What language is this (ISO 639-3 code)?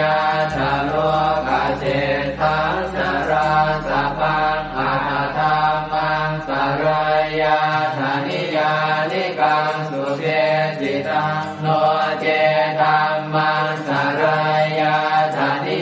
pli